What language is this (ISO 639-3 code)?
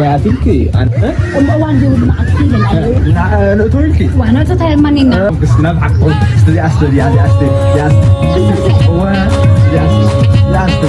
tir